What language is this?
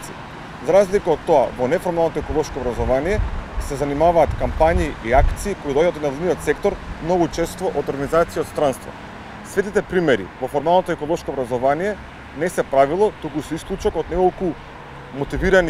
Macedonian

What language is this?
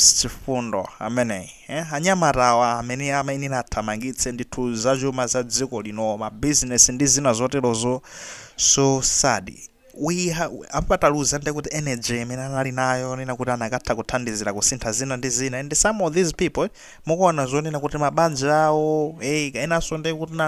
Nyanja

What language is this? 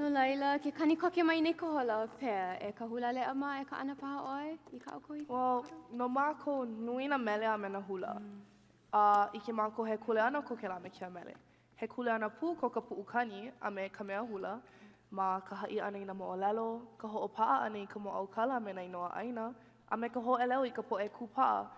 Hawaiian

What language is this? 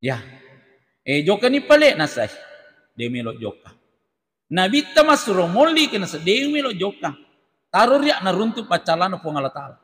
Buginese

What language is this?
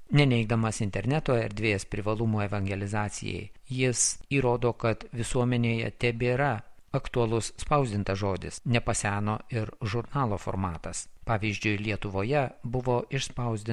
Lithuanian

